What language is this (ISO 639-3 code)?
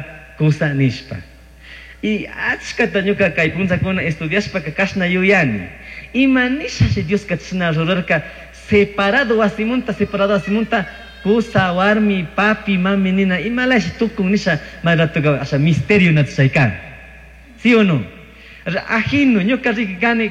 qug